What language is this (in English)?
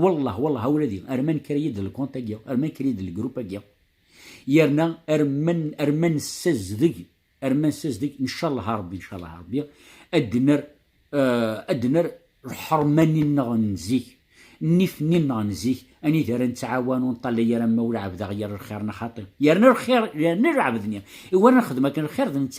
Kabyle